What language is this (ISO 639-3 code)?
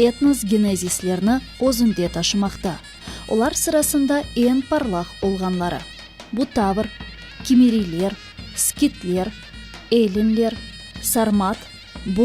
crh